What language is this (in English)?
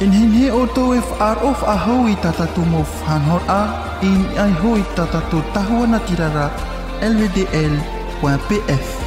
Tahitian